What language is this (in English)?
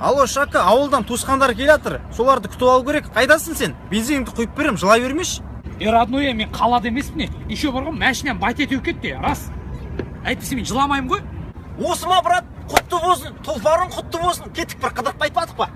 Kazakh